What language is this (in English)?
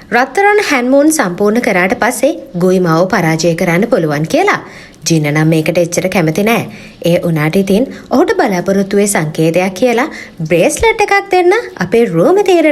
Sinhala